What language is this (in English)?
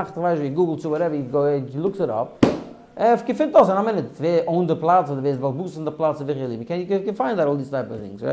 Yiddish